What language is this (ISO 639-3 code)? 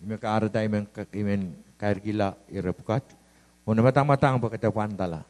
pon